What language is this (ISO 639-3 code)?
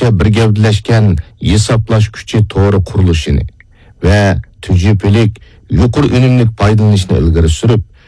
uig